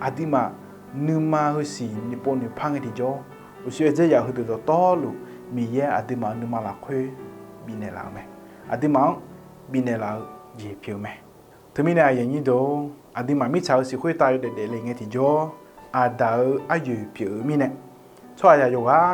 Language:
Akha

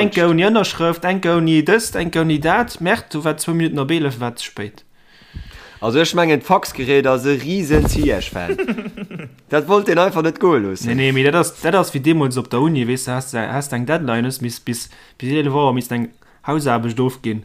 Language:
Luxembourgish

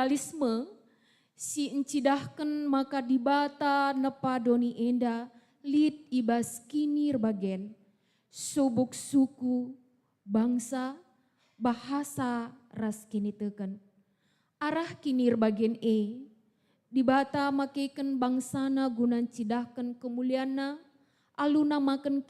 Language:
Batak Karo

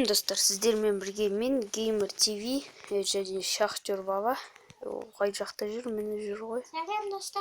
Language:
Kazakh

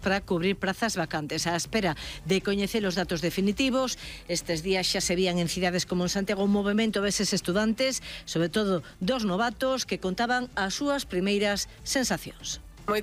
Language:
Galician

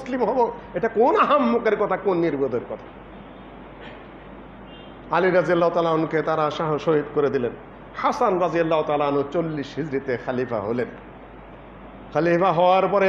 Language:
Bangla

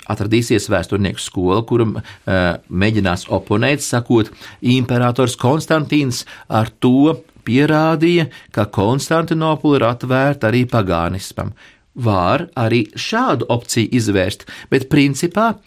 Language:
Latvian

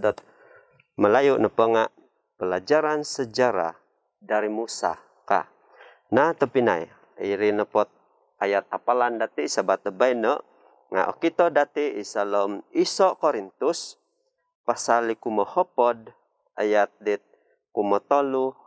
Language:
Central Dusun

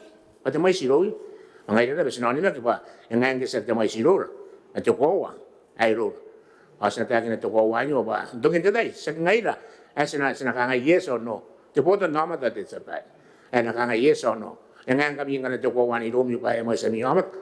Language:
Gilbertese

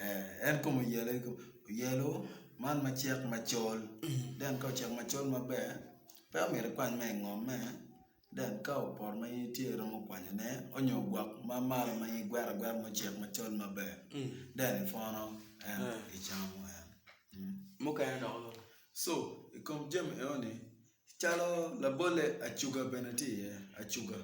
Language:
Acoli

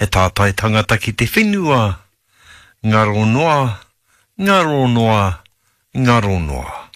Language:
Māori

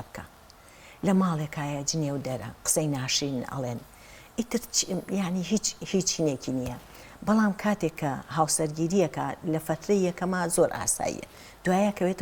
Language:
Central Kurdish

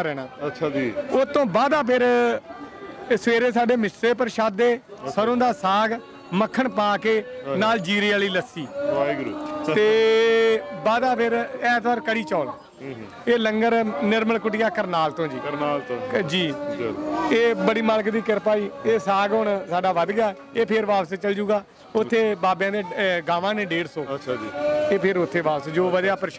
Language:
Punjabi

